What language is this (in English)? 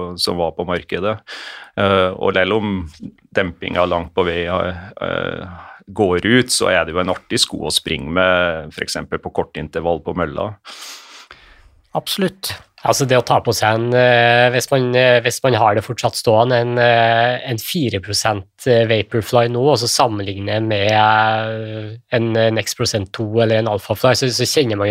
Norwegian